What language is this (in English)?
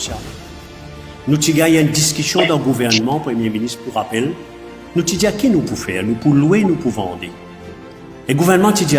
Morisyen